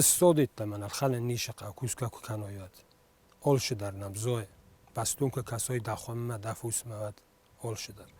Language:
Ossetic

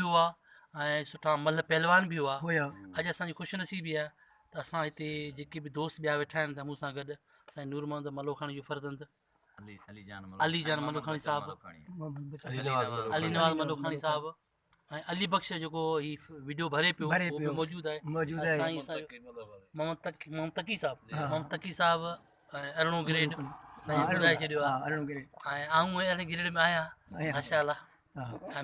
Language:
Sindhi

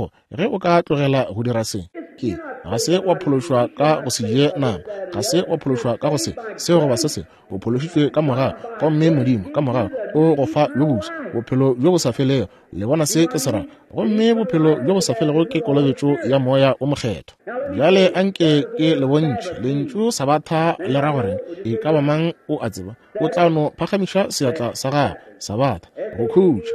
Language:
Northern Sotho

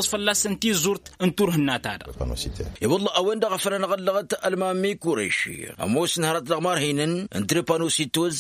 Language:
Tamasheq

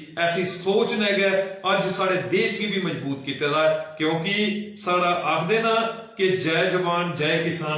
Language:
Dogri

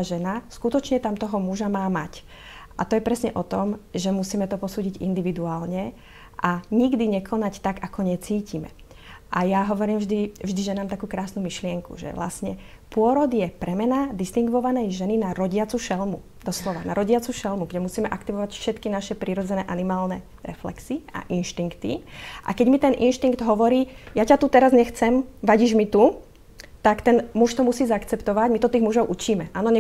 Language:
Slovak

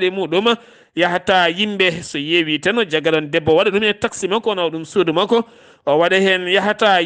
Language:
Fula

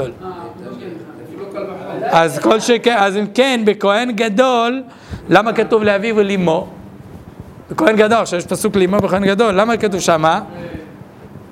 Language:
Hebrew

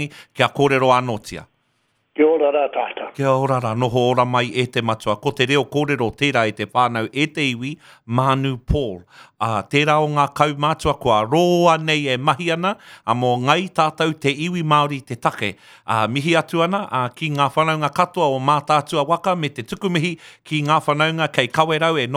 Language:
Māori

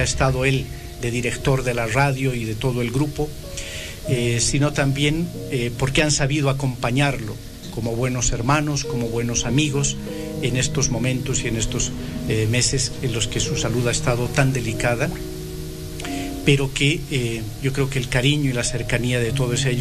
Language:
Spanish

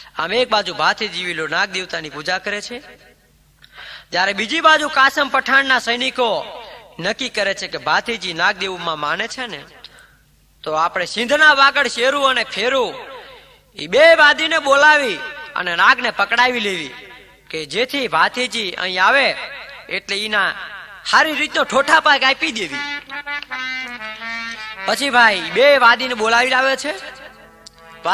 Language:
Gujarati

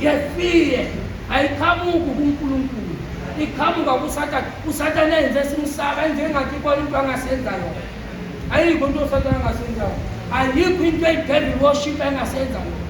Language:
Zulu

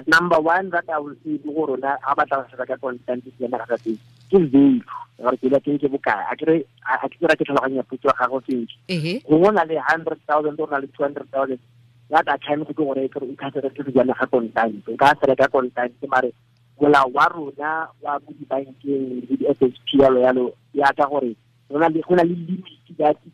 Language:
Tswana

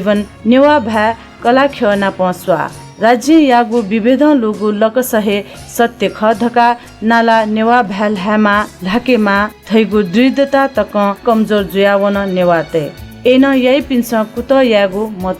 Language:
Newari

